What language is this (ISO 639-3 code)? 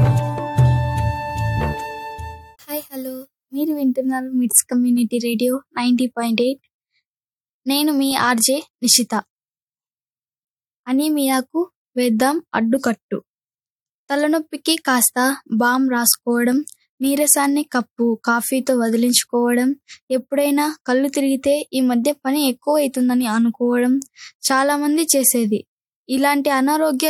tel